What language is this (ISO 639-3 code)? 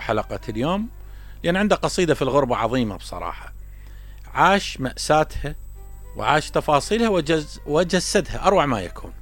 acm